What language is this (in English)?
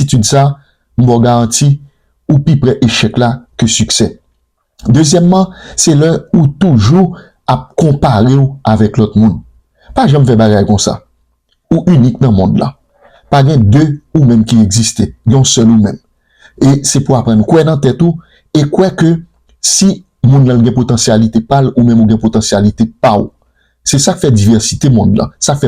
Haitian Creole